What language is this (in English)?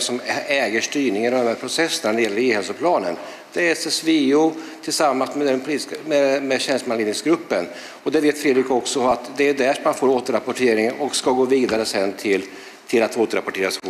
Swedish